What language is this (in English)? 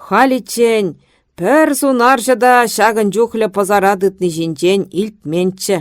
Chuvash